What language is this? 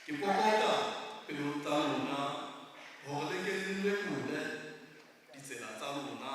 Southern Sotho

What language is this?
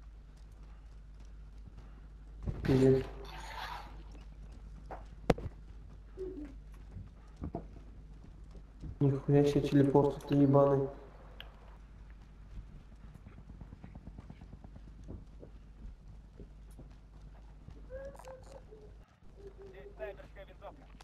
Russian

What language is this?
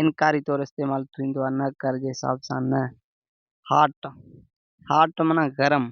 Sindhi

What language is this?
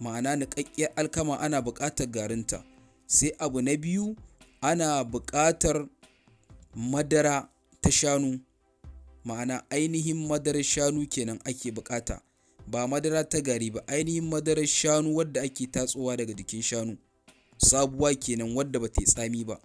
Hausa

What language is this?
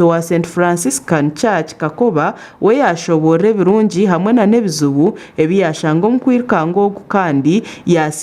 Nyankole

